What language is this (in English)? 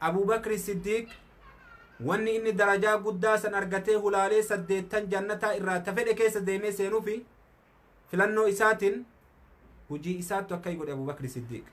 Oromo